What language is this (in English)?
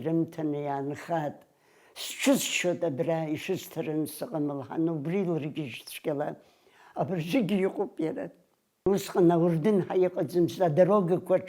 Abkhazian